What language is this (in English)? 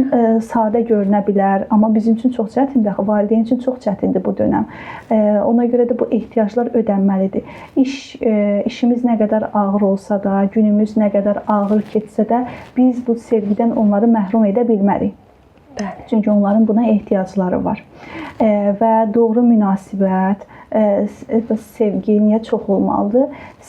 Azerbaijani